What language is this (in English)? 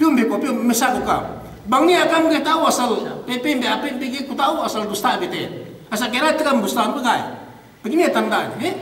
Yakan